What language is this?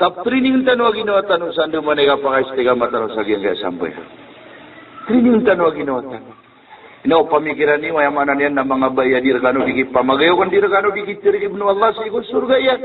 Maranao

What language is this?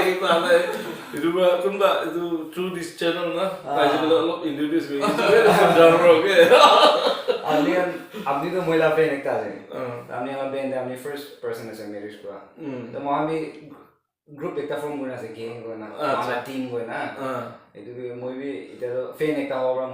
Naga Pidgin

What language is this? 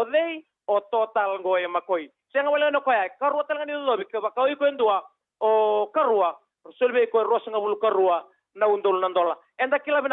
Fijian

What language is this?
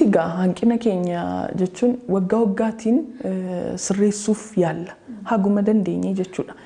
Oromo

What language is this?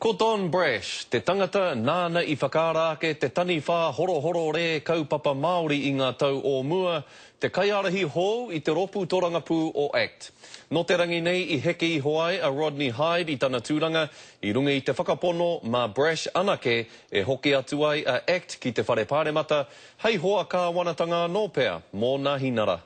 Māori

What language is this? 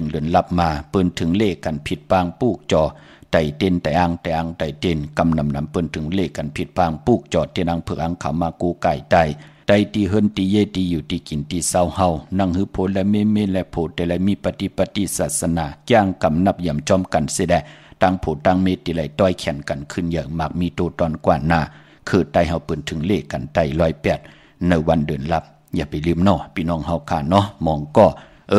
Shan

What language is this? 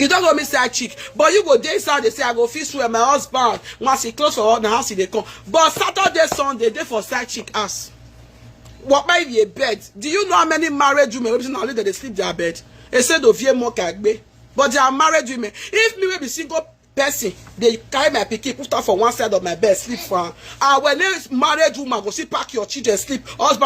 Nigerian Pidgin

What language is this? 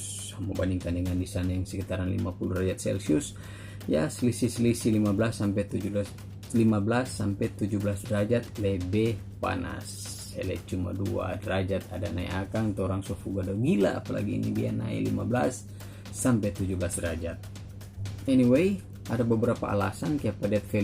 Manado Malay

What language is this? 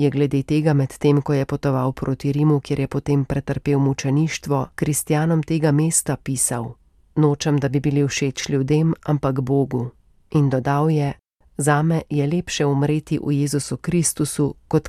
Slovenian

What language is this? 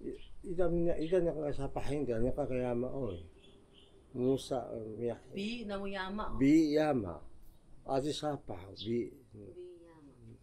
Taroko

